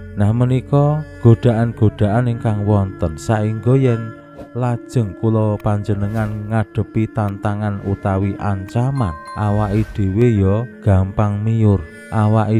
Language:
Javanese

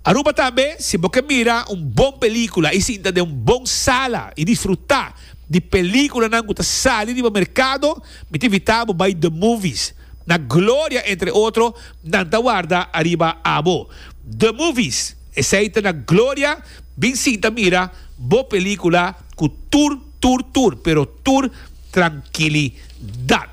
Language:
Papiamento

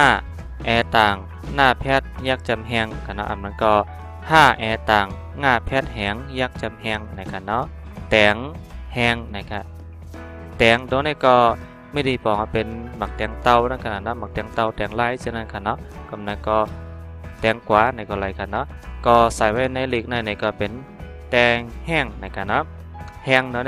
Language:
Shan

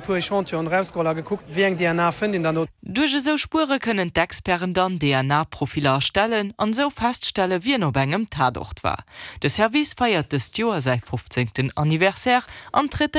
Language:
Luxembourgish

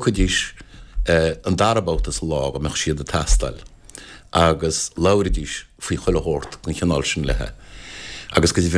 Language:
Irish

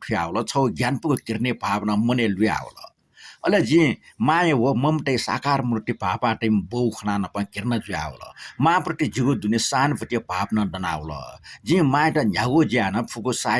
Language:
Newari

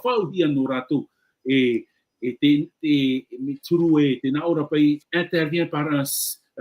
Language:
Tahitian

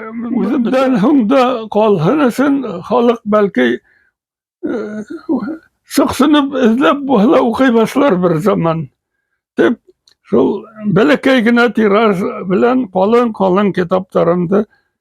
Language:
Bashkir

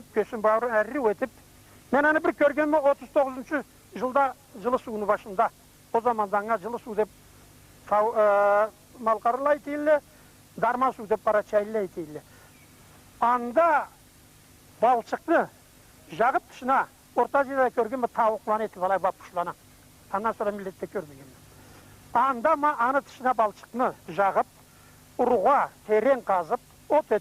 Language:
Karachay-Balkar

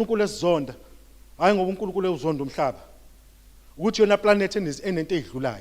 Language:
Zulu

